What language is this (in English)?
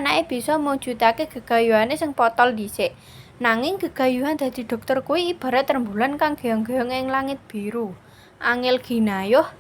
Javanese